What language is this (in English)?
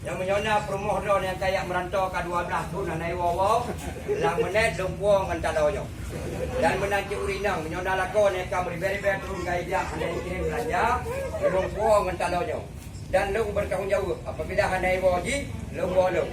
Achinese